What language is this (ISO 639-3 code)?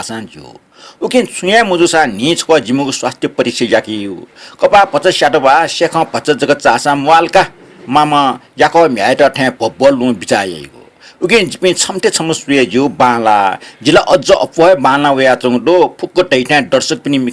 new